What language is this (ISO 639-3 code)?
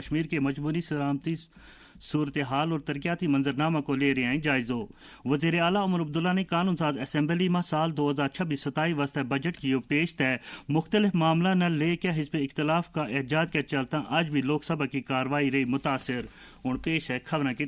gju